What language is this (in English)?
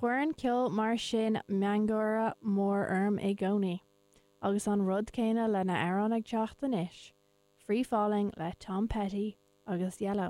Irish